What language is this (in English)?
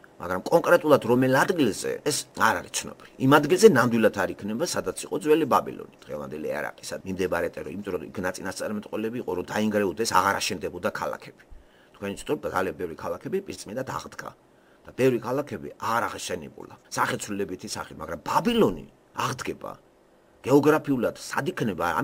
Georgian